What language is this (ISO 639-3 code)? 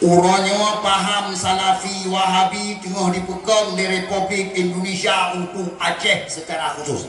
ace